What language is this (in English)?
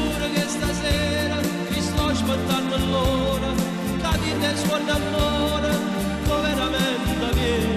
Neapolitan